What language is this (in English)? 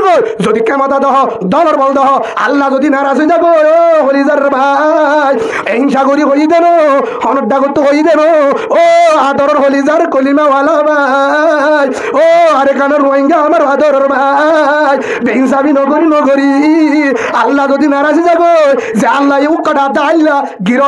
Rohingya